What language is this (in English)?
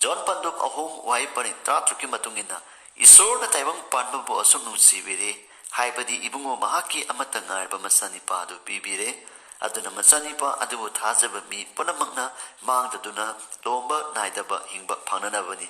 Manipuri